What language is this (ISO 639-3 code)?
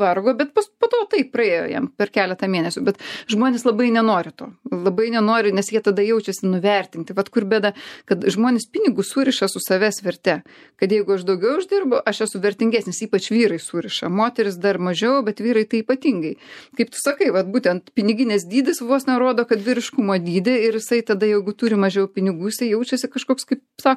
lit